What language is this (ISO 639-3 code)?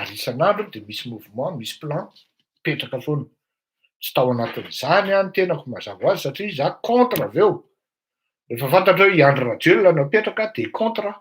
mlg